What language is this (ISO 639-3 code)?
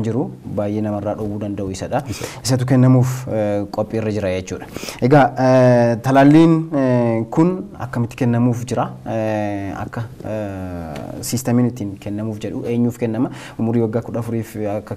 orm